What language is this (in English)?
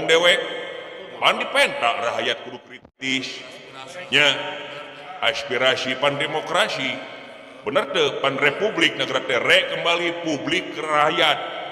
Sundanese